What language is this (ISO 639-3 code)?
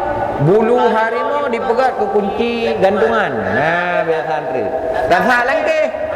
ace